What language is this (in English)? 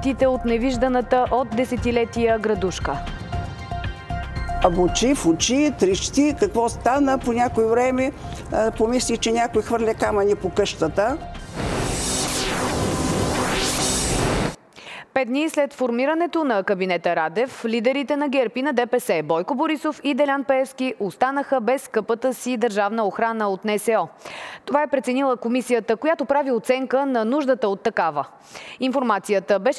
Bulgarian